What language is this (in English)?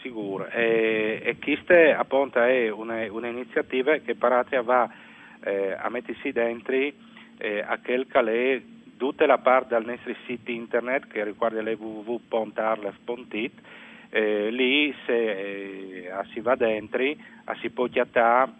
Friulian